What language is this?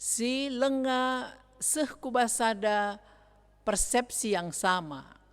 Batak Karo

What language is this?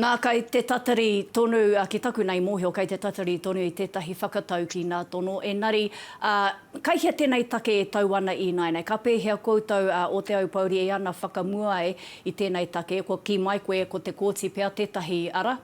Māori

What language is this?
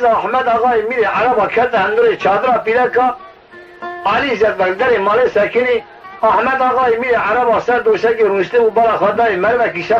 Kurdish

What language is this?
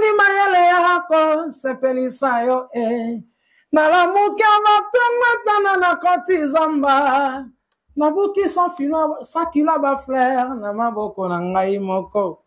Lingala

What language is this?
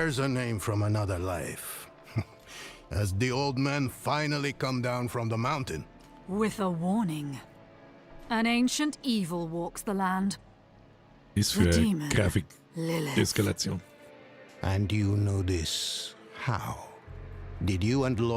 Bavarian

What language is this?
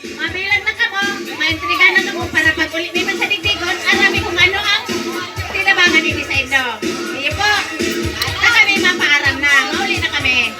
Bikol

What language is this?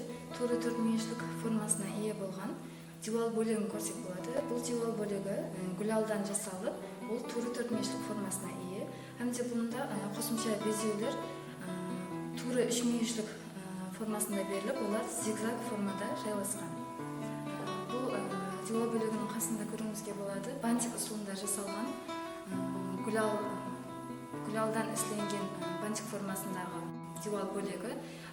Kara-Kalpak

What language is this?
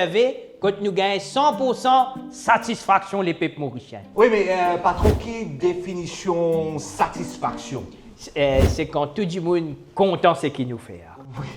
Morisyen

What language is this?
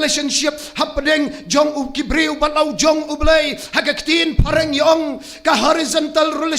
Khasi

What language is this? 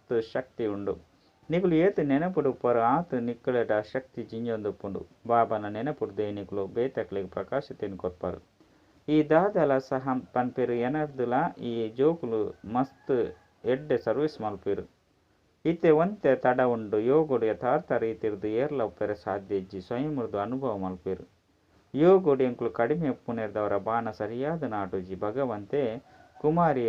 Tulu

